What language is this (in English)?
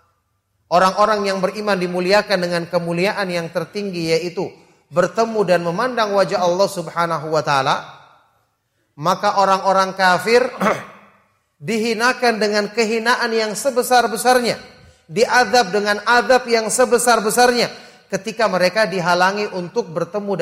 Indonesian